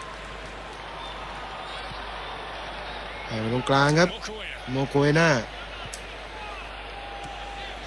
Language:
Thai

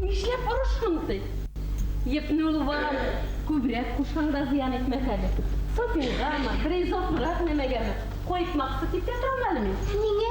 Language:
Bashkir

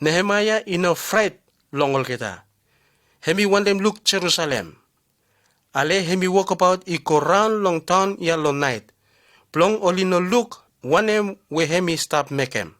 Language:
Bislama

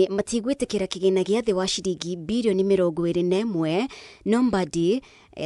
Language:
Kikuyu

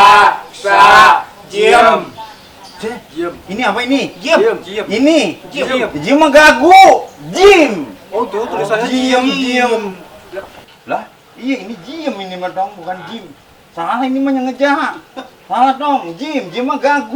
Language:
Betawi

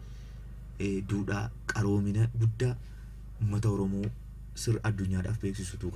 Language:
Oromo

